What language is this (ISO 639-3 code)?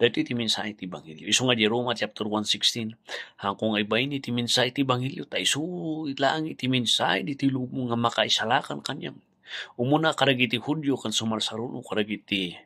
ilo